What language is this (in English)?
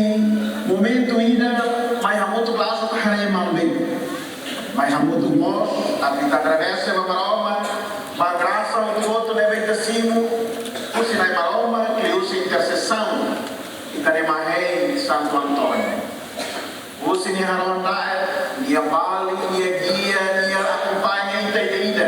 Tetum